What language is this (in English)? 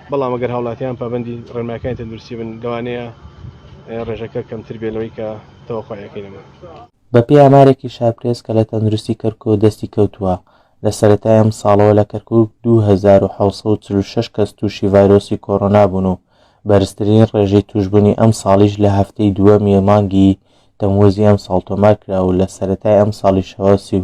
Central Kurdish